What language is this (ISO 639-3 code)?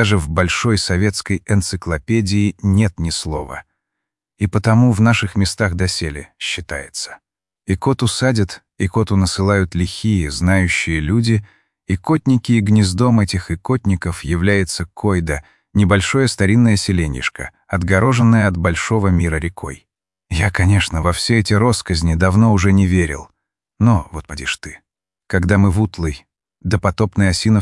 rus